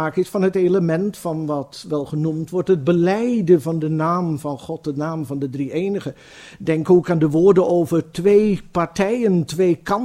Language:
Dutch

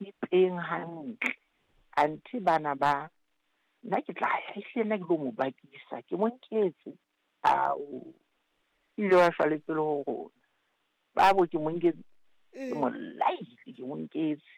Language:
Southern Sotho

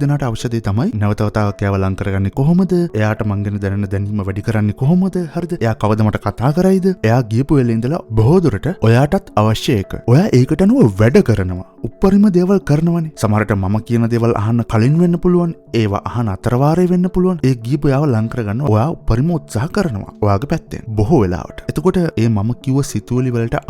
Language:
Sinhala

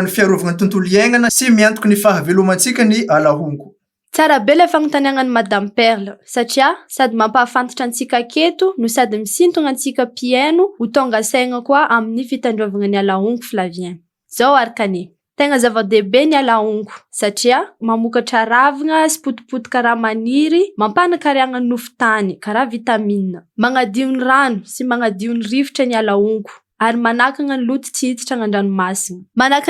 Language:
Malagasy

